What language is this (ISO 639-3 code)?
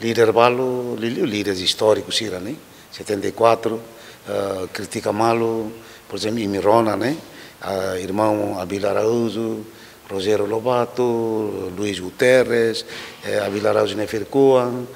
tet